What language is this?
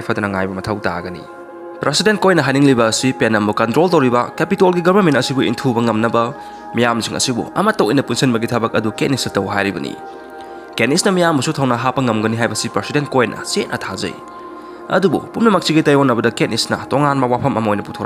Manipuri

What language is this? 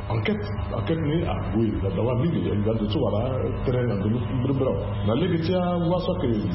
Sango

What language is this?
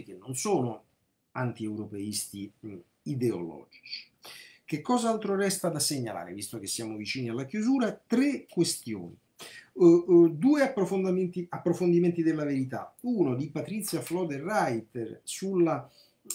Italian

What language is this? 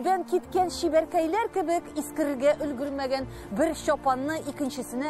Tatar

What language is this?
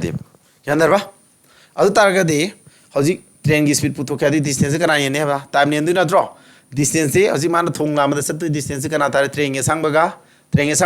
Manipuri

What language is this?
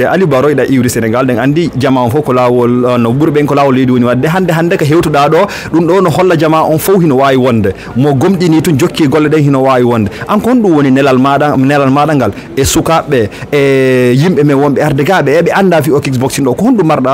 Fula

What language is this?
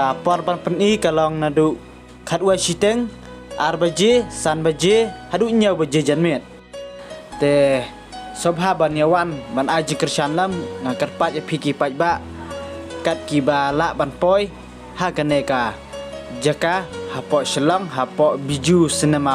Khasi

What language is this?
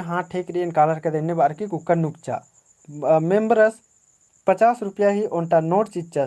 Kurukh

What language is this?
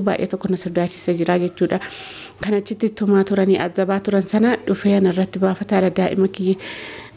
Oromo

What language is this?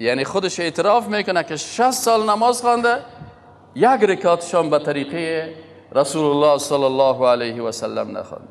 Persian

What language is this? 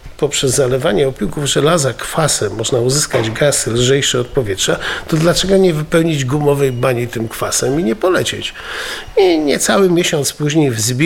Polish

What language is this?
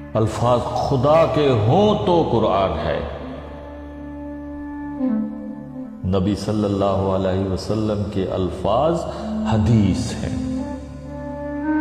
Urdu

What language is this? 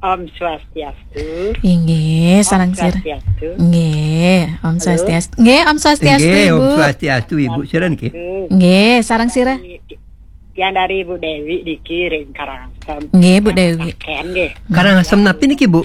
Balinese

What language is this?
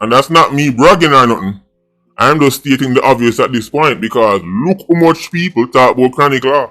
Jamaican Creole English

